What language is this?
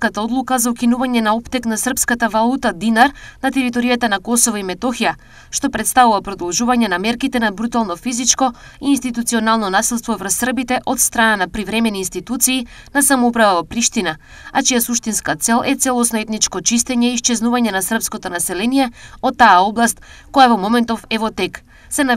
Macedonian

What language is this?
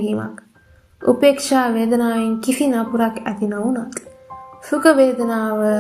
Sinhala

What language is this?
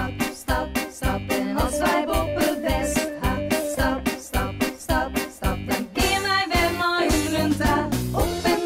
Western Frisian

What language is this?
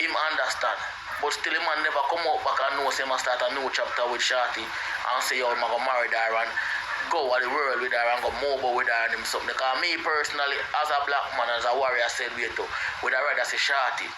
Jamaican Creole English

